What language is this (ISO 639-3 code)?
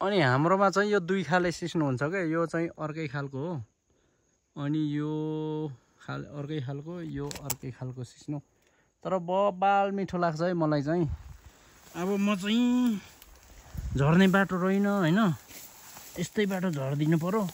nep